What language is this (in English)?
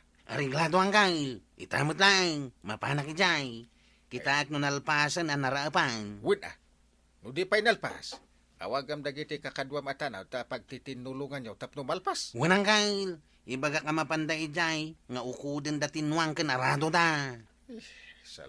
Iloko